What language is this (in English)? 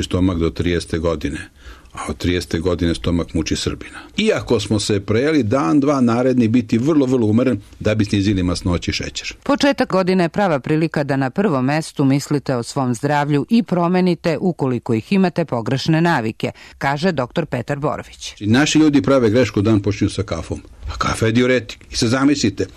Serbian